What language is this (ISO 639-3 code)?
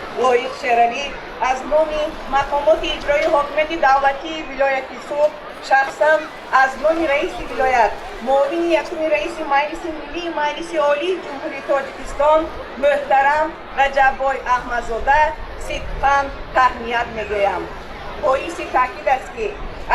tgk